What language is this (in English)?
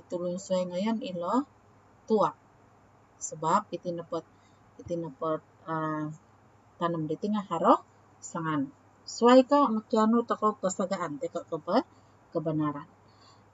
Central Dusun